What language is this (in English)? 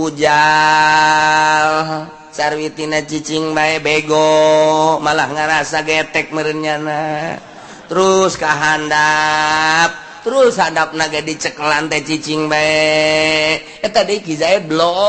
Sundanese